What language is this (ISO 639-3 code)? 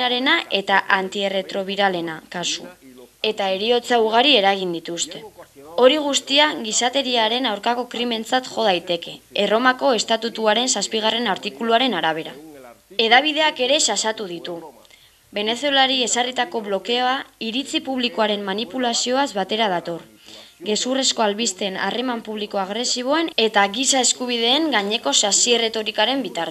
eus